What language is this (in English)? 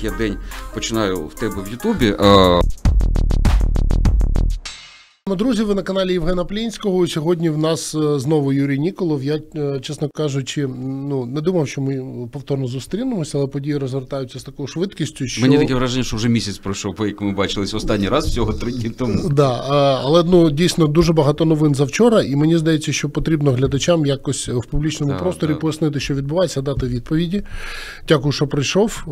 Ukrainian